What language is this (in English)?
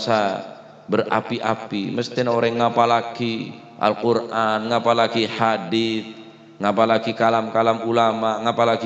Madurese